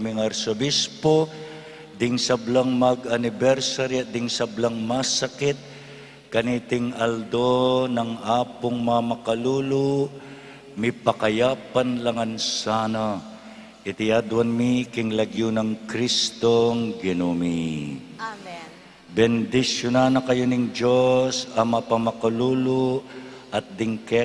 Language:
Pampanga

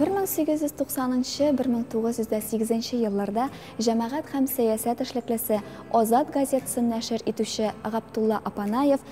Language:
Tatar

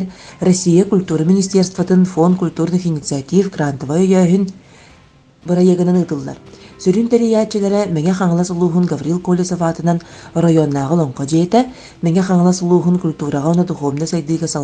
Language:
Yakut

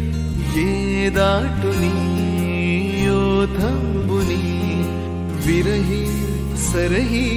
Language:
Marathi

